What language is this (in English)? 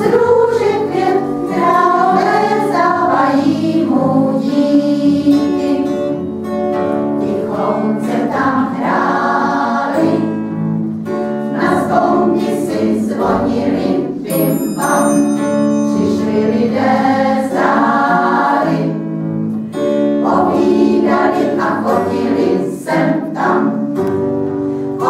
Czech